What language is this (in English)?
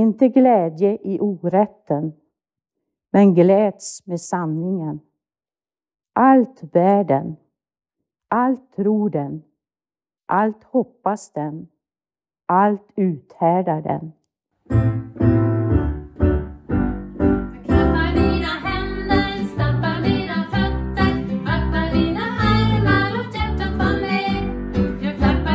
Swedish